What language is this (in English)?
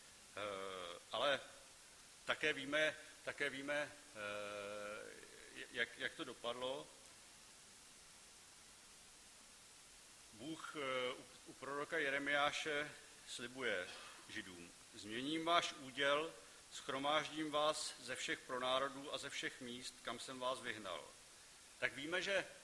Czech